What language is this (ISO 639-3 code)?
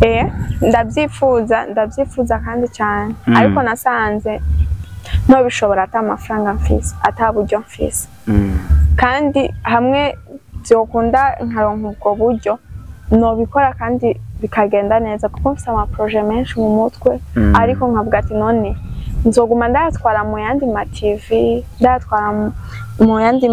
run